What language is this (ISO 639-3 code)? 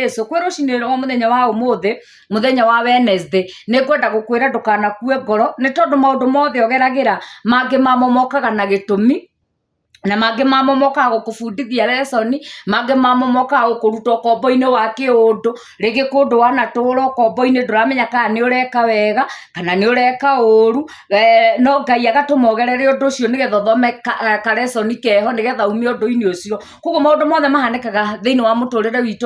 kik